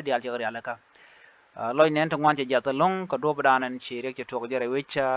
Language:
Nuer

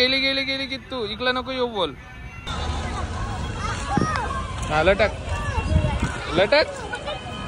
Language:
Marathi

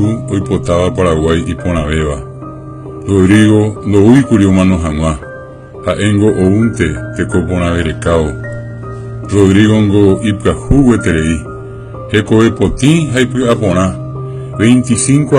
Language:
Guarani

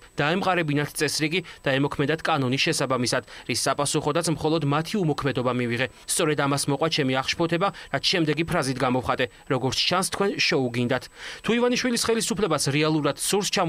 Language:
Georgian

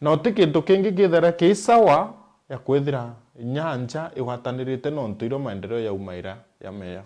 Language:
Meru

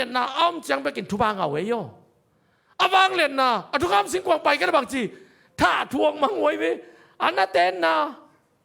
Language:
Tedim Chin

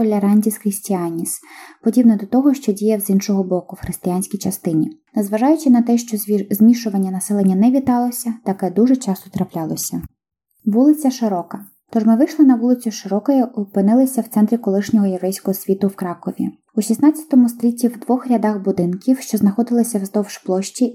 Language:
Ukrainian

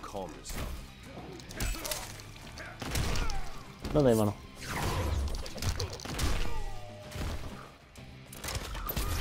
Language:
Japanese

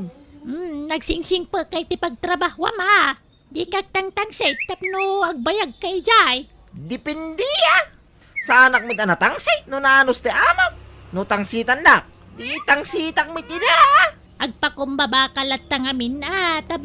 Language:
Iloko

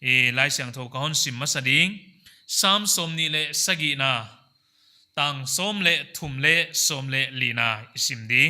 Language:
Paite Chin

